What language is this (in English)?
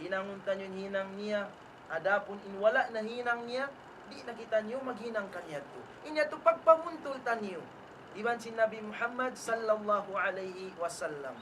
Tausug